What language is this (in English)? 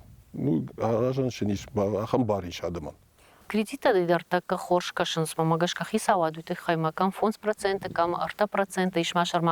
Ossetic